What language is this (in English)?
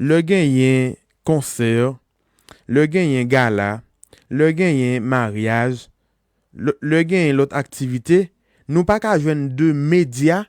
Haitian Creole